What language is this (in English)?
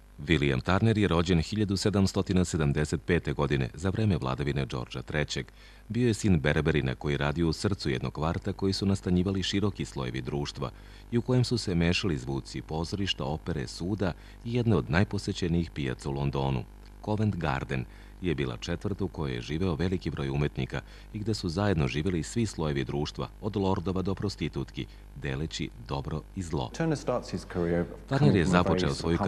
Serbian